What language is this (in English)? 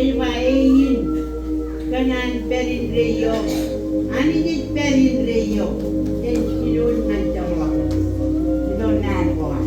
Marshallese